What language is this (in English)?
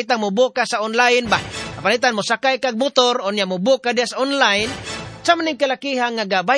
Cebuano